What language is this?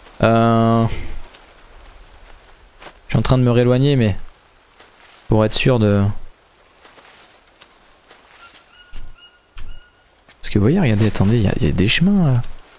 French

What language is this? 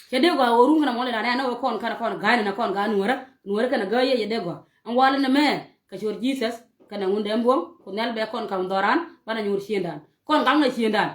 Nuer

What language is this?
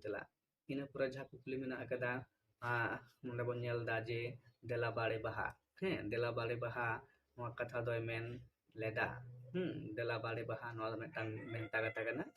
Santali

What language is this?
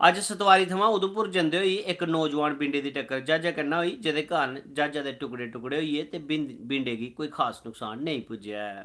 Dogri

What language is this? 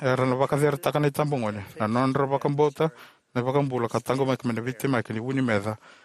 Fijian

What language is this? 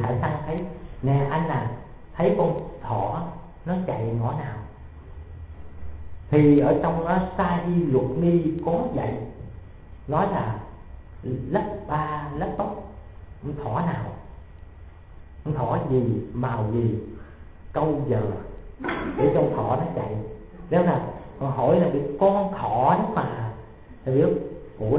Vietnamese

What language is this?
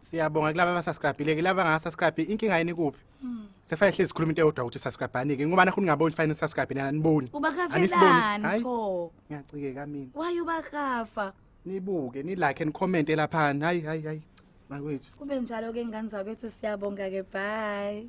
Zulu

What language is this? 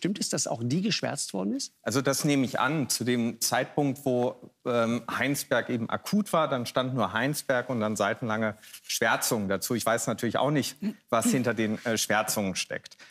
German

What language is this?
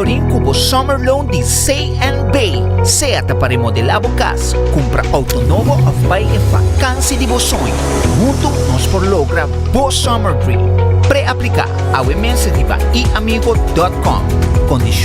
Papiamento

